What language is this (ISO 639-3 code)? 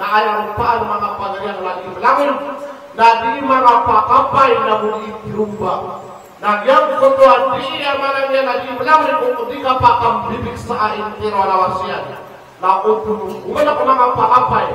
mrw